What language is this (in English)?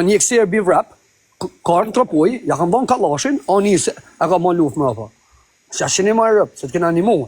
Albanian